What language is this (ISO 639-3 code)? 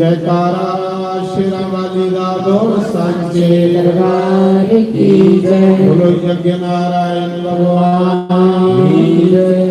doi